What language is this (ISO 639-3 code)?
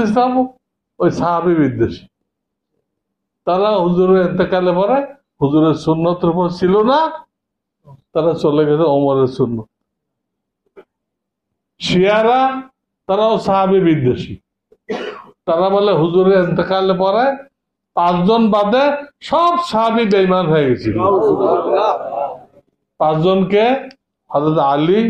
ben